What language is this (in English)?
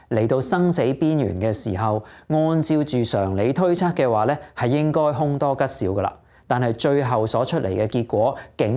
Cantonese